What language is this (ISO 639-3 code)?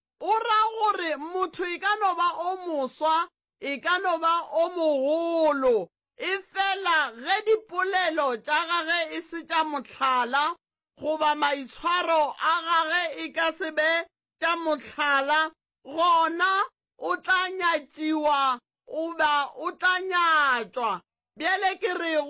nso